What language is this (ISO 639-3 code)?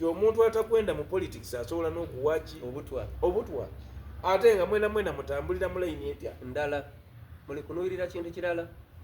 xog